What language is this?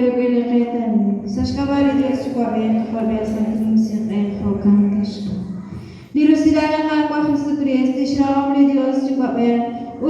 Kekchí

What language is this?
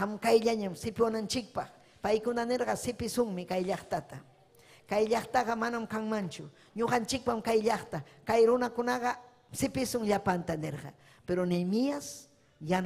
Ayacucho Quechua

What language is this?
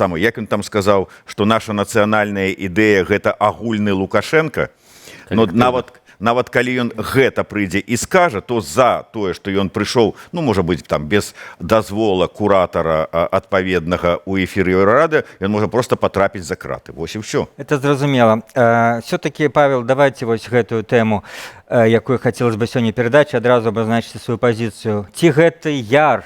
Belarusian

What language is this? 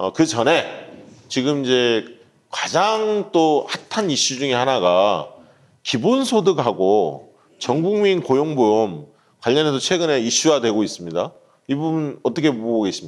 Korean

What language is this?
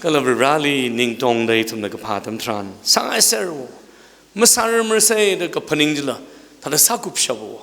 Tangkhul Naga (India)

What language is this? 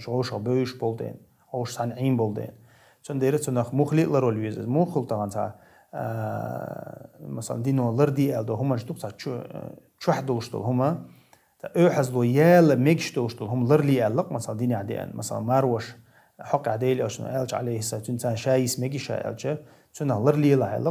Chechen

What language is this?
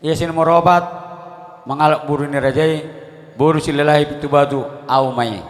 Batak Toba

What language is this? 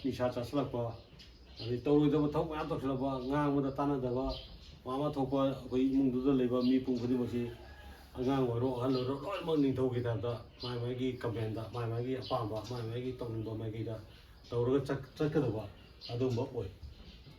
Manipuri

